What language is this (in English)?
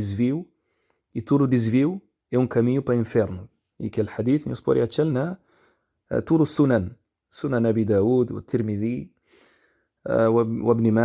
Kabuverdianu